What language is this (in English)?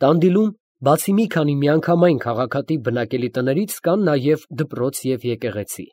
Armenian